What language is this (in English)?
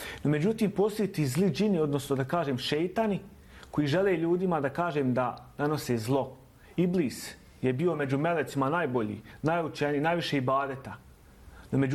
Bosnian